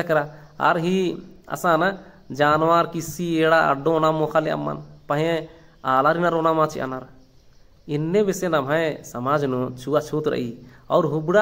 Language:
Kurukh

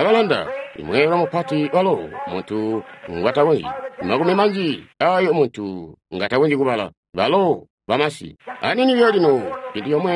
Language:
Tonga (Zambia)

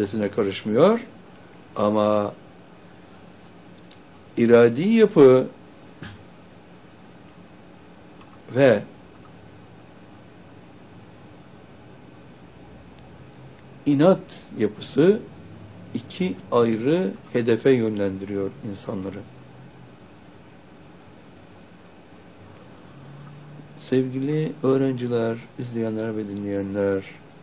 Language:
Turkish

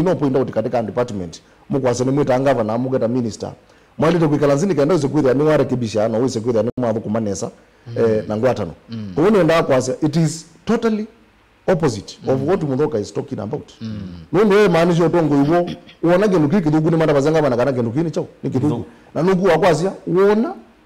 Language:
Kamba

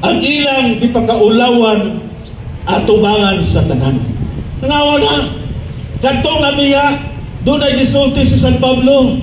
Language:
Cebuano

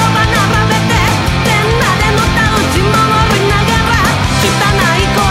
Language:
Japanese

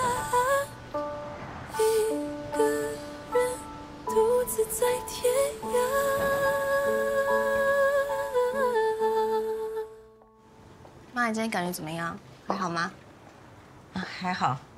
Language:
Chinese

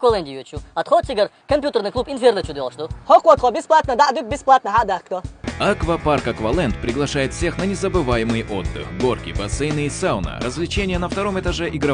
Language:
Chechen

